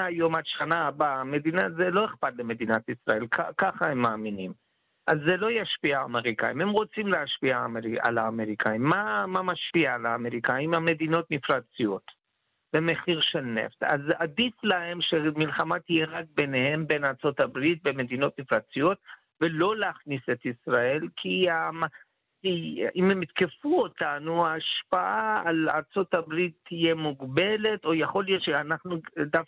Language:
Hebrew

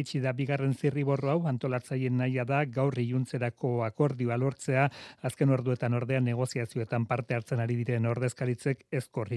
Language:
Basque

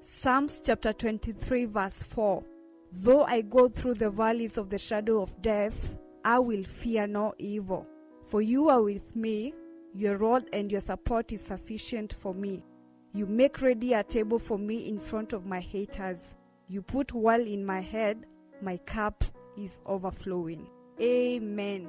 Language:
Kamba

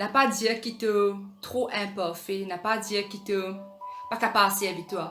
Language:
Morisyen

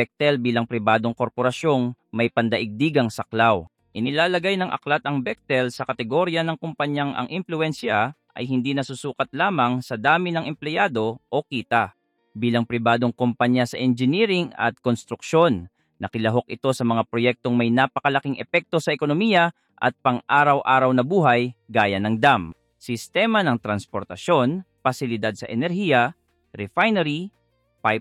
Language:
Filipino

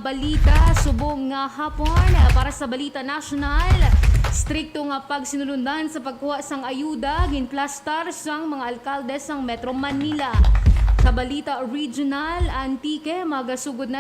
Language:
Hiligaynon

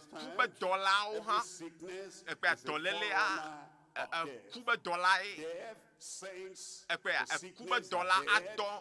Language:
Ewe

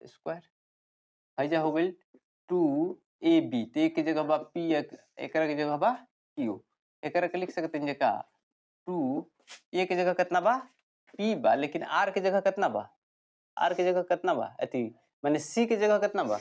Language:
Bhojpuri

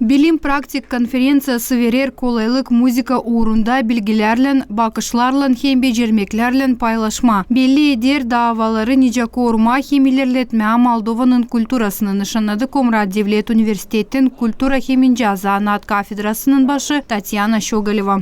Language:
Gagauz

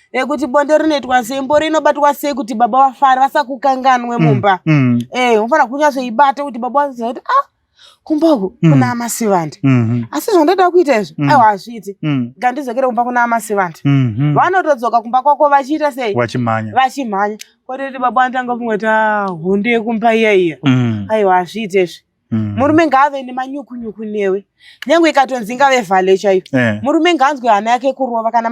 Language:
Shona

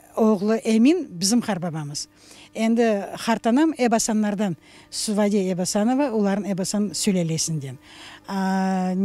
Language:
Crimean Tatar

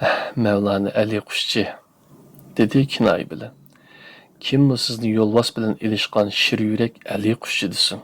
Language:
Uyghur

